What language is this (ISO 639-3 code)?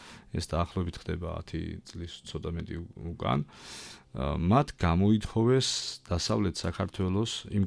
kat